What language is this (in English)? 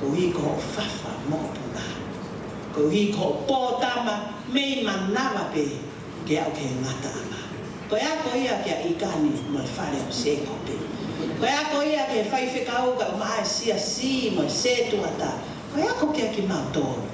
Tongan